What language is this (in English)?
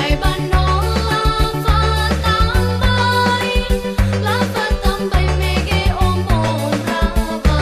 Nias